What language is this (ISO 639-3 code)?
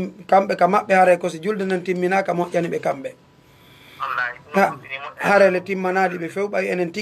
ful